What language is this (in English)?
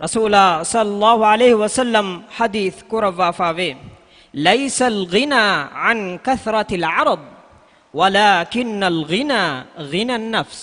Divehi